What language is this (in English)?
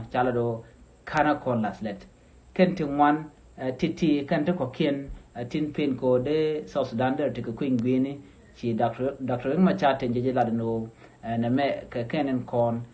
Nuer